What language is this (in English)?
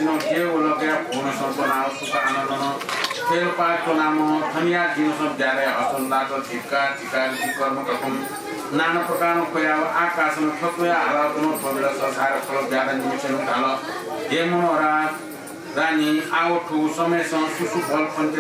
Newari